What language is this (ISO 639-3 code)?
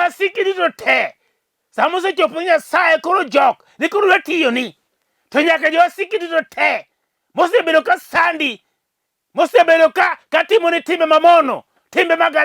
luo